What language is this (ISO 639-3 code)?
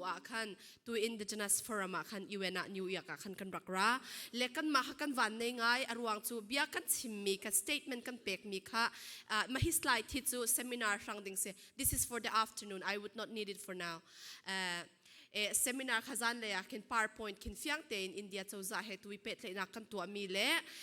cfm